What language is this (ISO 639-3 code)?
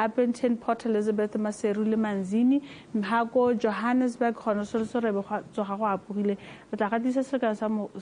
tsn